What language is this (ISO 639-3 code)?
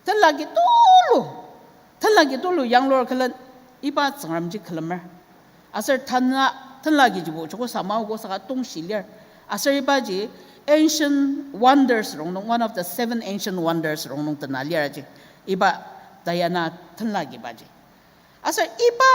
njo